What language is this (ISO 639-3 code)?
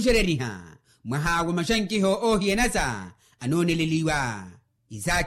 vmw